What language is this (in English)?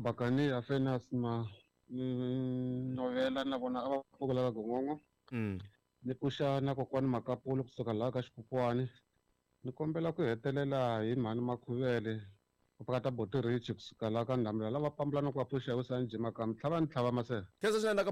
Tsonga